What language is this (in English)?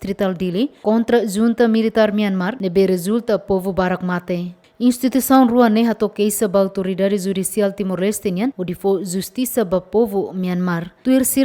Tetum